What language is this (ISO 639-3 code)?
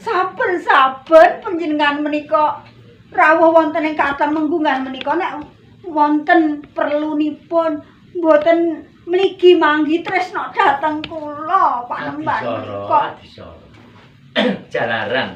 jav